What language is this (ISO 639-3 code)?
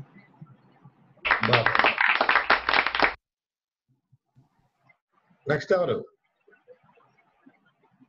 tel